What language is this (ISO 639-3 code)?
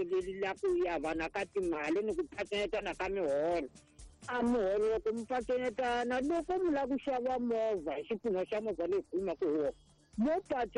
tso